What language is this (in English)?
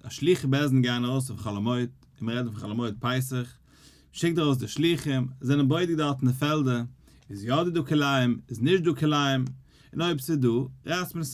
Yiddish